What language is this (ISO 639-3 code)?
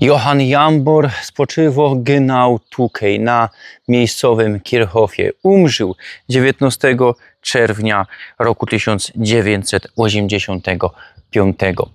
szl